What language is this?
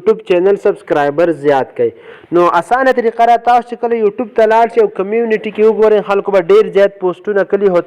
Pashto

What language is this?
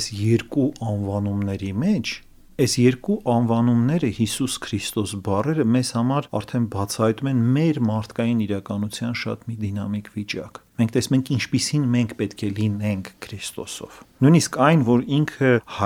Armenian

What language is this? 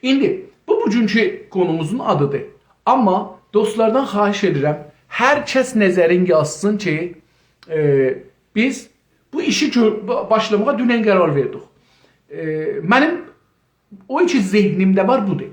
South Azerbaijani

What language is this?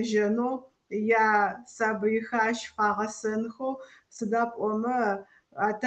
Adyghe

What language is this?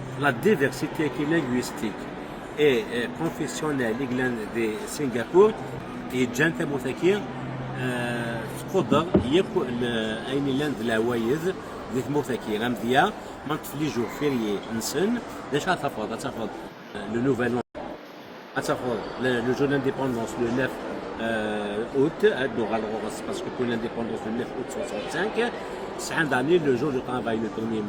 Kabyle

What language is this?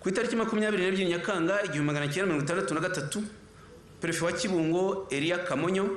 Kinyarwanda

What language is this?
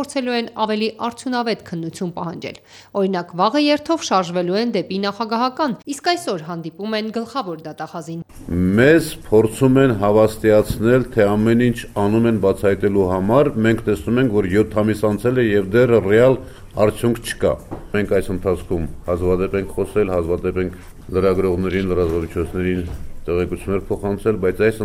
Armenian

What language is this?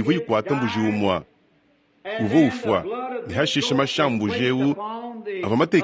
Luba-Lulua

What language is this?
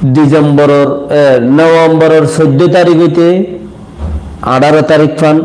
Rohingya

